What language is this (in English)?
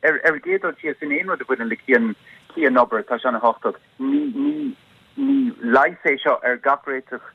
Irish